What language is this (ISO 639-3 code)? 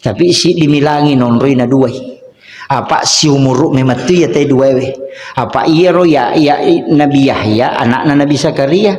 bug